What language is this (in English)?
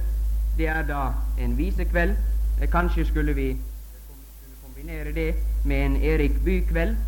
Norwegian